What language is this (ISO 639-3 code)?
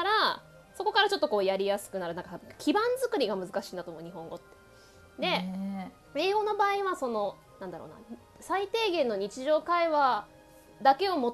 jpn